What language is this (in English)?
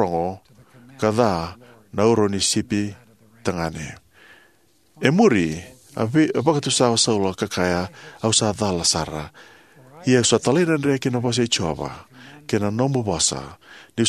Fijian